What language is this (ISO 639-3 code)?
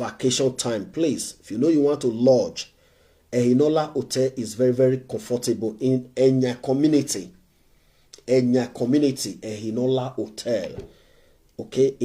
pcm